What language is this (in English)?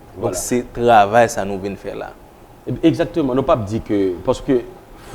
Haitian Creole